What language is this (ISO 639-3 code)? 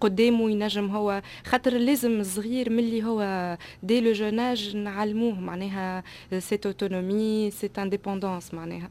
aeb